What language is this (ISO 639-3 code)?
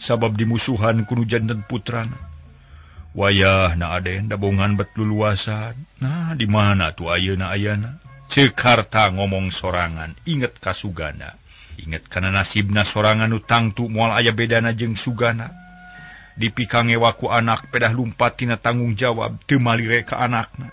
sun